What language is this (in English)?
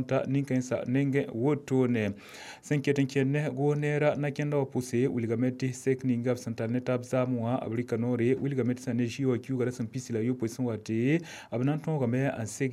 Mossi